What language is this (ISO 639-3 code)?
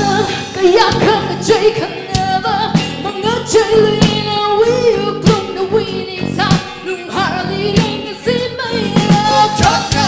nmf